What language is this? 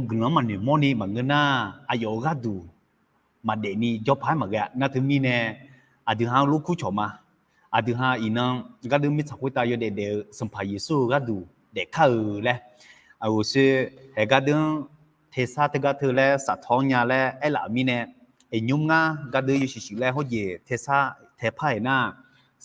Akha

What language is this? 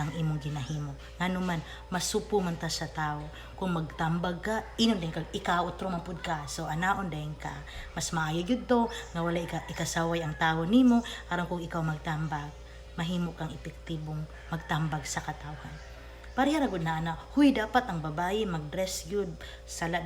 Cebuano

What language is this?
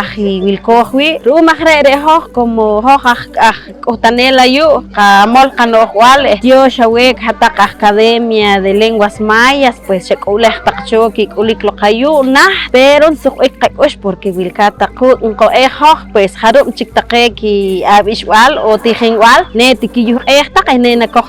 Poqomchi'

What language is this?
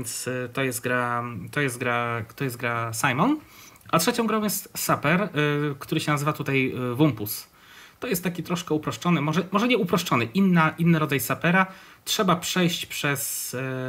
Polish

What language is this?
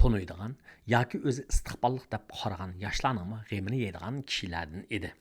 Uyghur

